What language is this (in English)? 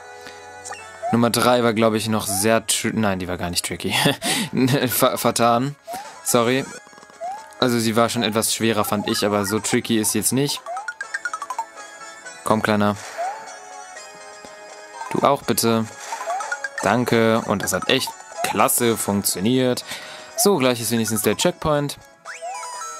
German